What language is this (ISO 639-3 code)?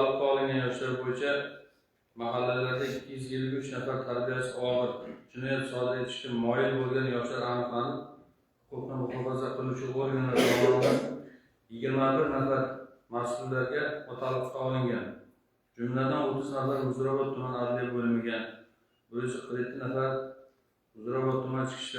uzb